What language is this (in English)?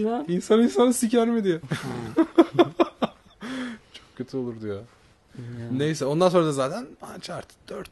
Turkish